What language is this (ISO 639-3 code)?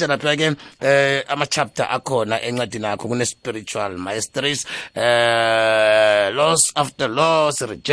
nbl